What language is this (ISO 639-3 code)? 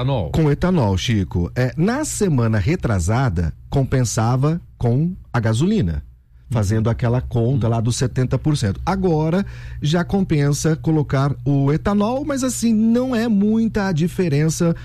por